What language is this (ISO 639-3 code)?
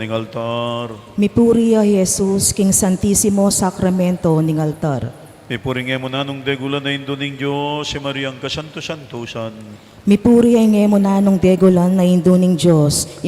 pam